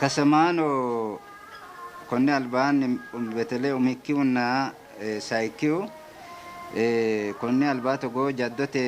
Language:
Sidamo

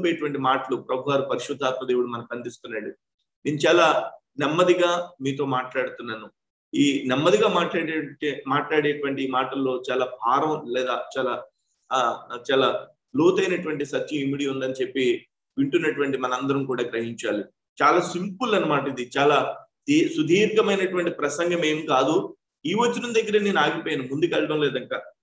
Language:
Telugu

